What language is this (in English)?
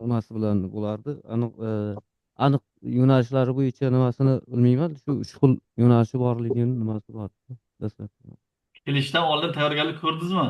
Uzbek